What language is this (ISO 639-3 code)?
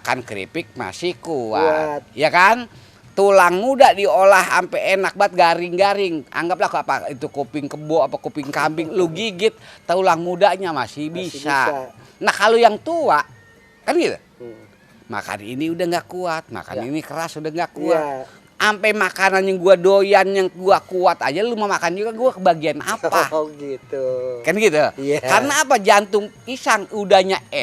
bew